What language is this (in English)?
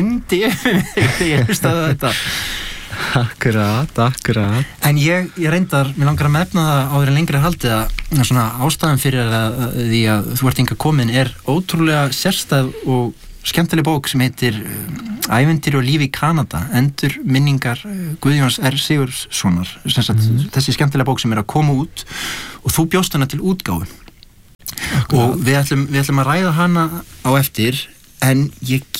Icelandic